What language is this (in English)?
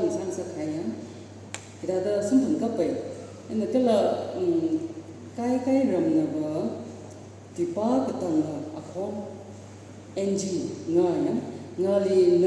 Tangkhul Naga (India)